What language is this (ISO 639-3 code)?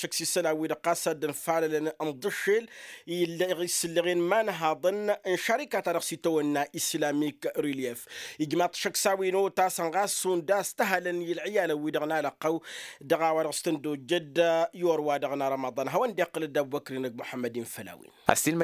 taq